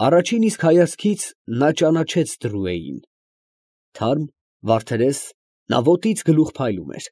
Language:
Armenian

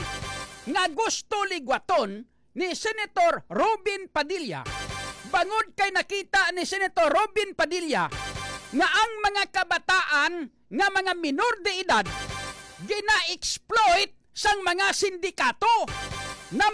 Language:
Hiligaynon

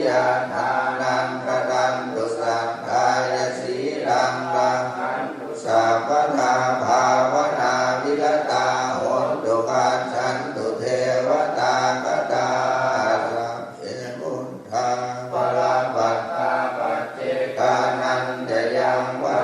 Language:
Pali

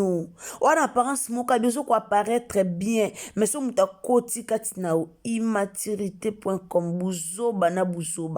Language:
Lingala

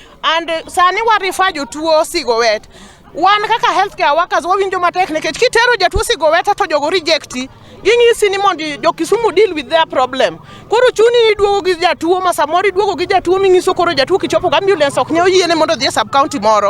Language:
Luo (Kenya and Tanzania)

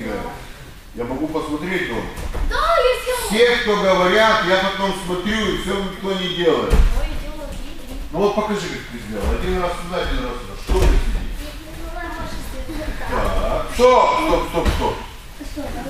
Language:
Russian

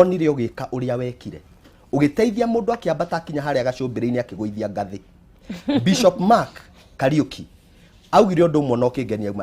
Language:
Kikuyu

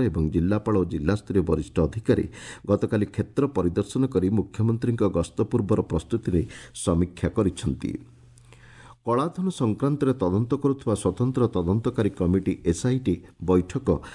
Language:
Odia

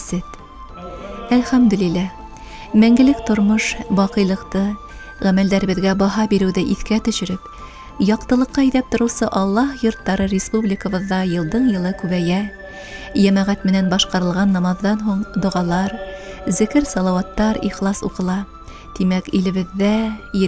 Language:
Bashkir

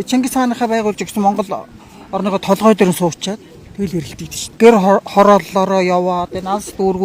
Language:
Mongolian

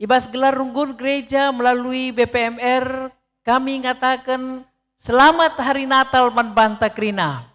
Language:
Batak Karo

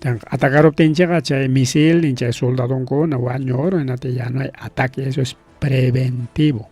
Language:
Ayacucho Quechua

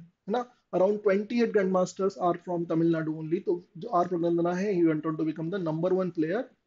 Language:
Hindi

